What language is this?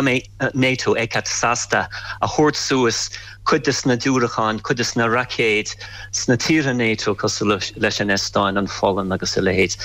Irish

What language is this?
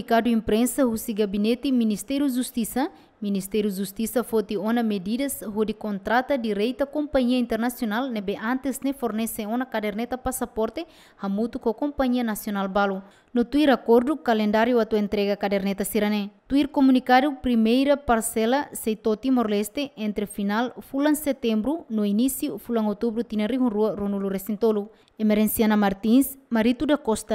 Tetum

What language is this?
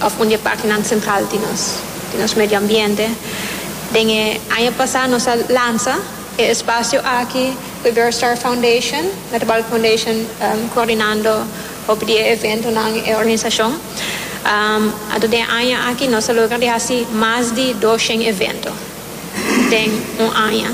Papiamento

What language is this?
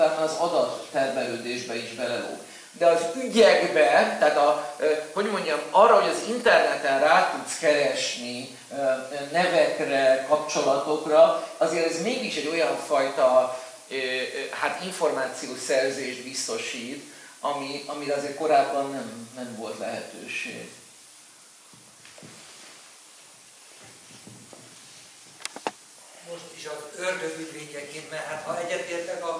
Hungarian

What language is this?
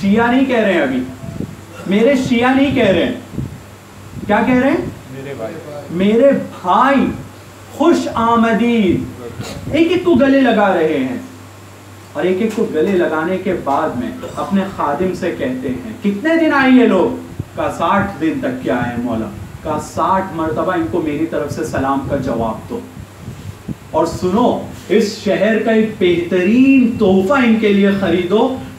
Urdu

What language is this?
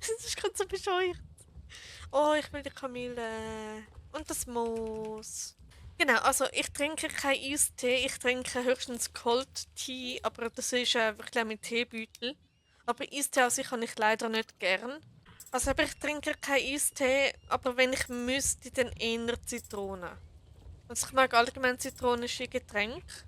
Swiss German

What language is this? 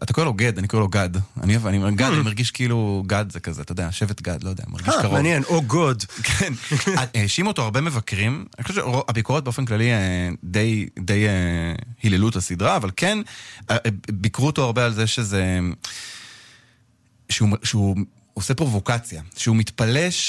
Hebrew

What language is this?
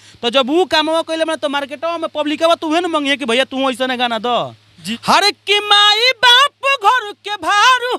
Bhojpuri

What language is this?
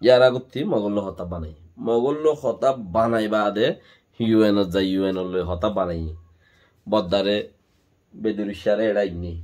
Rohingya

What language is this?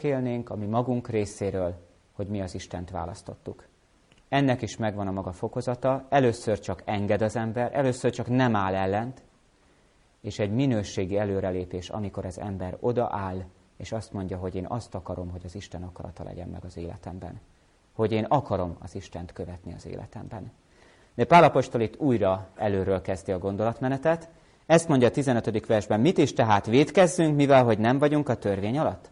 Hungarian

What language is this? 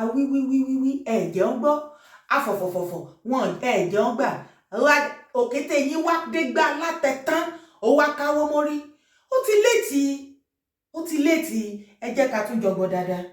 Yoruba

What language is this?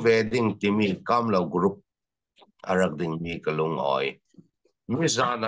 Falam Chin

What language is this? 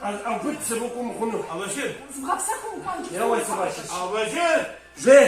Kabardian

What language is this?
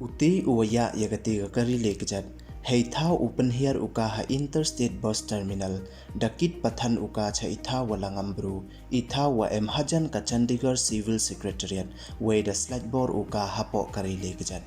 Pnar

